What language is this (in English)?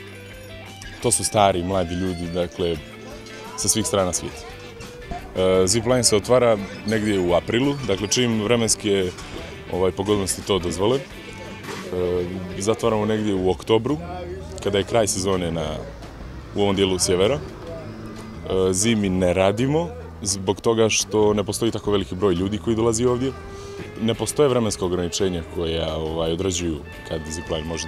Bosnian